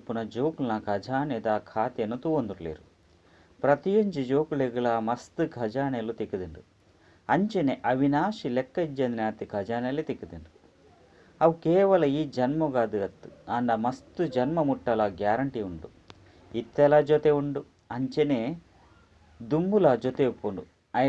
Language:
Tulu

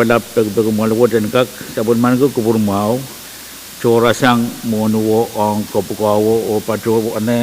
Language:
Pohnpeian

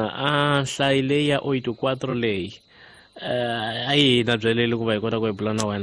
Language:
Tsonga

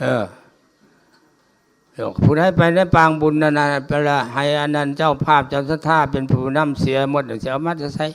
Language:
Lao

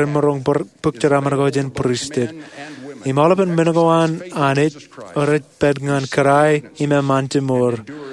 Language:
Marshallese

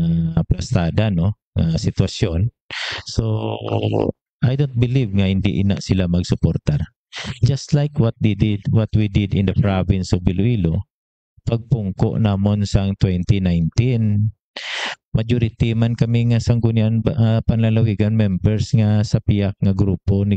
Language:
Hiligaynon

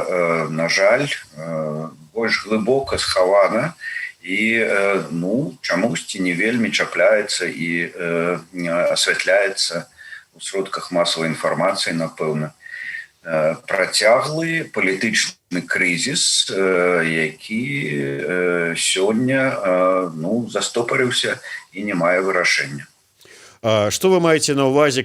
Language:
Belarusian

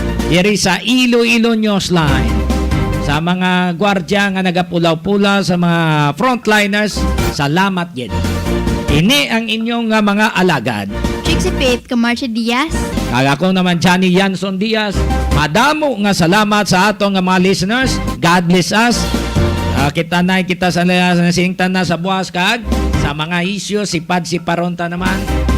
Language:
Hiligaynon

